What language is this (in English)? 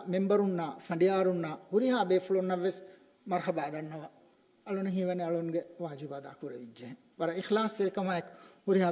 Divehi